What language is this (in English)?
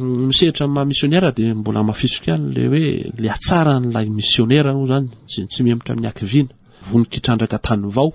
Malagasy